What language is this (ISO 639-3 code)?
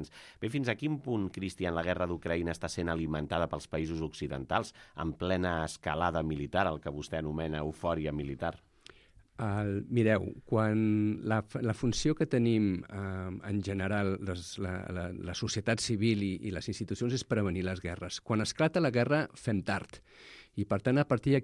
cat